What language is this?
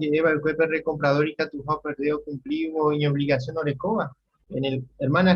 Guarani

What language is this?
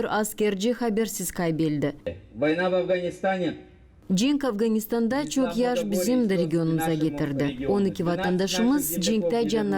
Gagauz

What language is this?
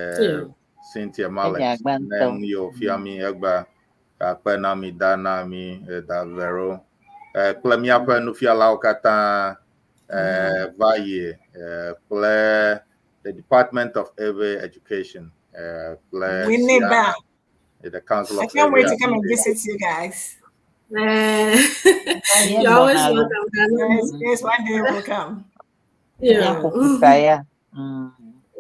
Ewe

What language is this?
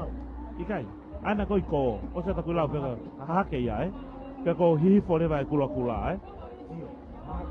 Tongan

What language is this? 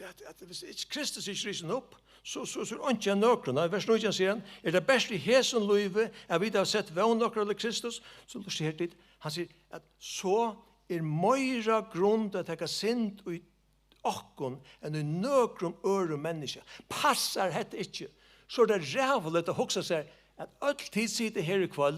Faroese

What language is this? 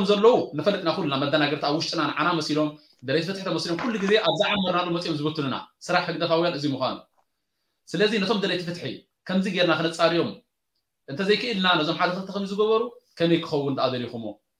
Tigrinya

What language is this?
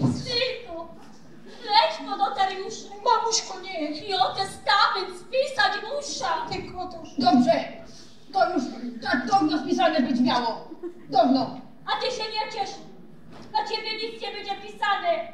Silesian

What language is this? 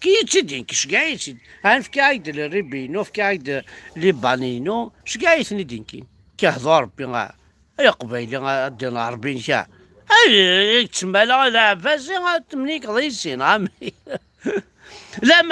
Kabyle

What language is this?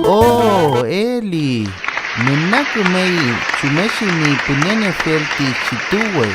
Mapuche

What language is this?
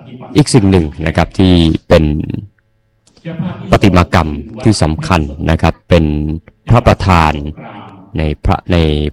Thai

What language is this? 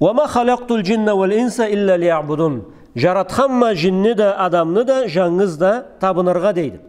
Karachay-Balkar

